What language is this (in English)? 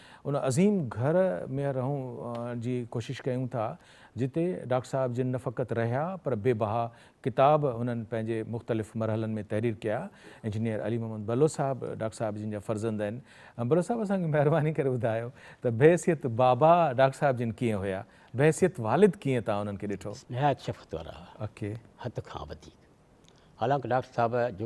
Sindhi